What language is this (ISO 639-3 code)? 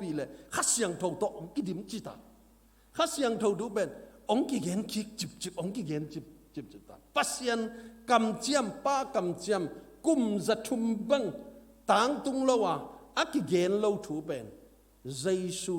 ctd